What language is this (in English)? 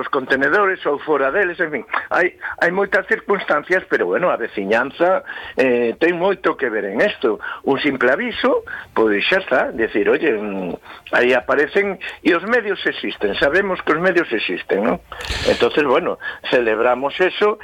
Galician